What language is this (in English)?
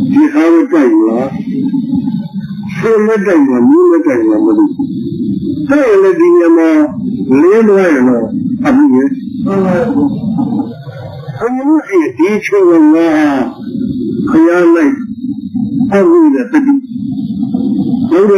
Burmese